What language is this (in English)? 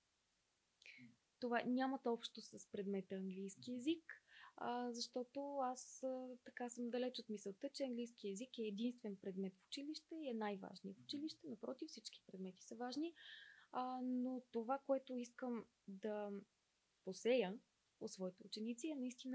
Bulgarian